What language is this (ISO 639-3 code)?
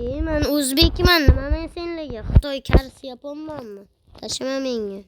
uzb